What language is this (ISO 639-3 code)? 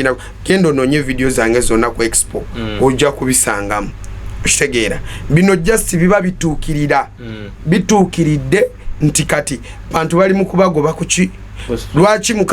lug